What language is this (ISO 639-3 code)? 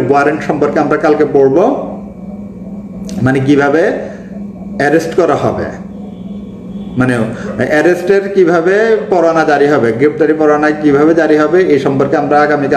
ben